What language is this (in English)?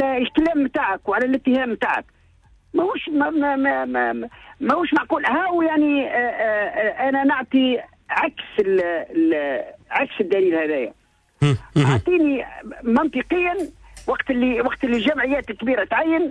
Tunisian Arabic